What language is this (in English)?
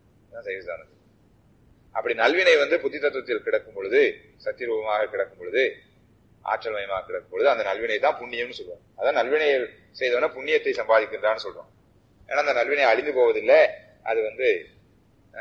Tamil